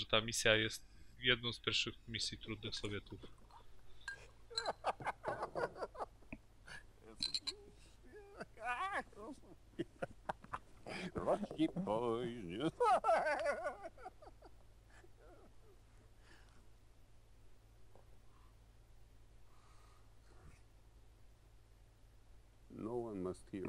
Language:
Polish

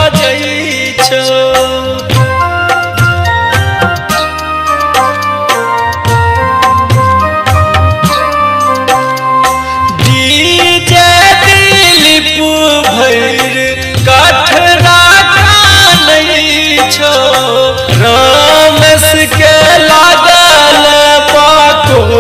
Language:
Bhojpuri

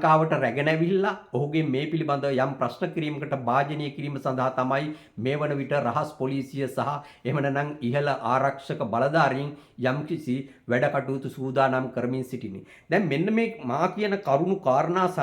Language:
Sinhala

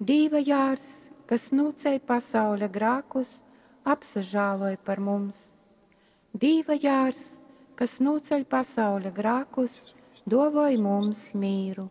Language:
Latgalian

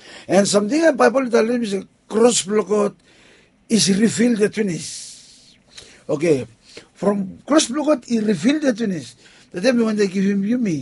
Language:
Bislama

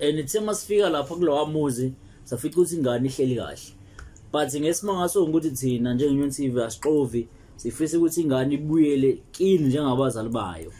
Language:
Zulu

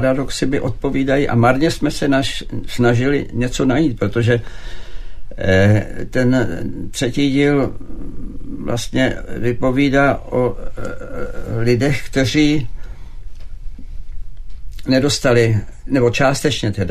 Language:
Czech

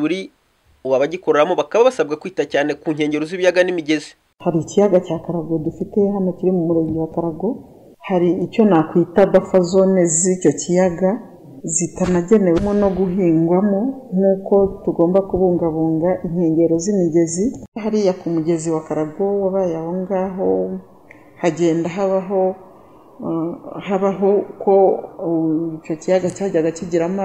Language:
Kinyarwanda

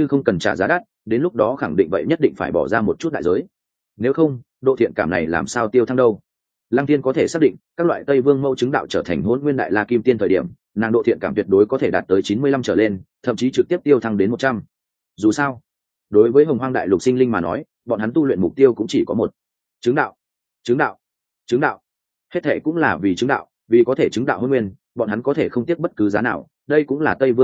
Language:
Vietnamese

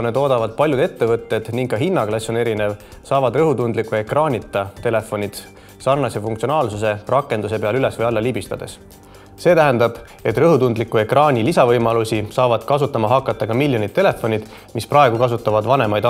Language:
Estonian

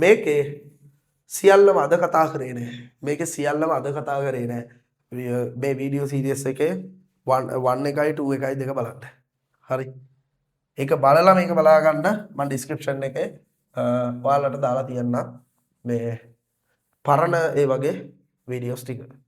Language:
Sinhala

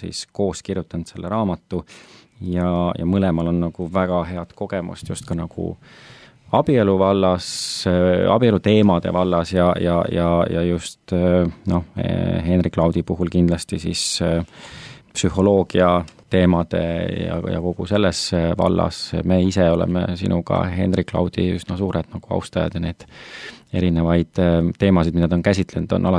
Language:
Estonian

